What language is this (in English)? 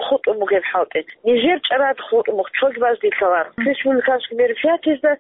Avaric